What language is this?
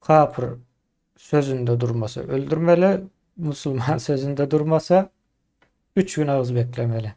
Turkmen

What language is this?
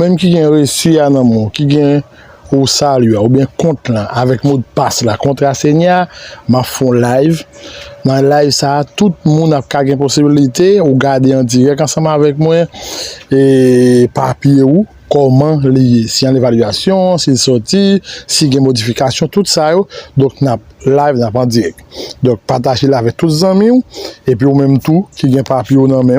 Haitian Creole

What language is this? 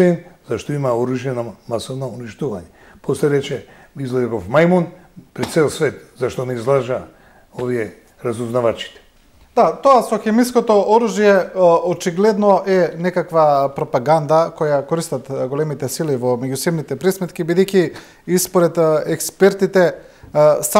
Macedonian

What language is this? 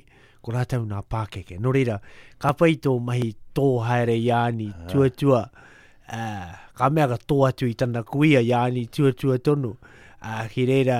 Māori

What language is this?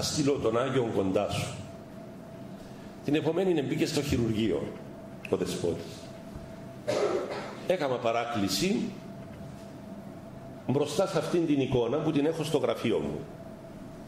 Greek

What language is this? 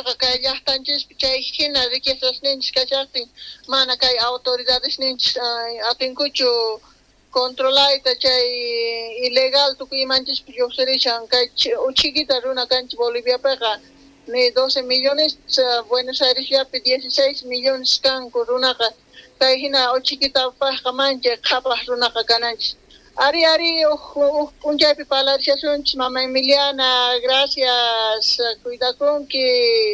Quechua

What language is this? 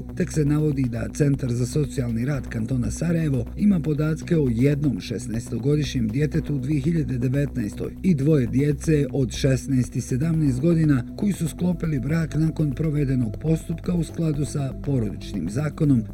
Bosnian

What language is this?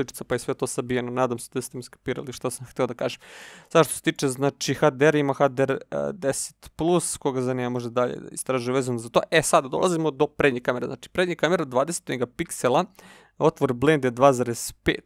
Serbian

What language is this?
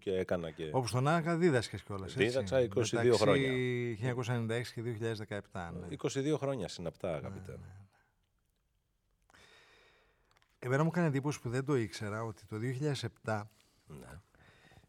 Greek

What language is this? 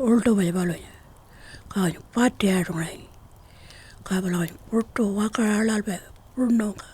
Pitjantjatjara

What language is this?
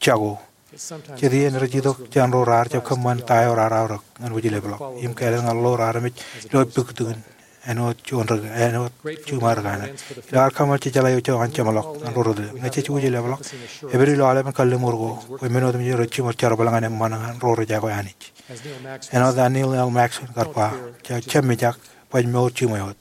Marshallese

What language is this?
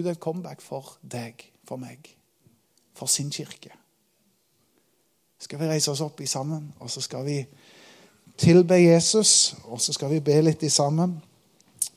Norwegian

